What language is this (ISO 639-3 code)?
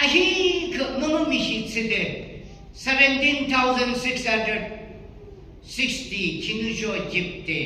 yim